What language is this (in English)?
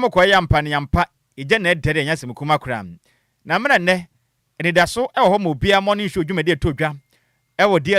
Akan